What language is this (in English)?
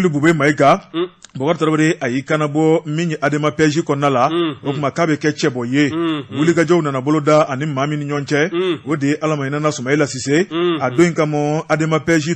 Bambara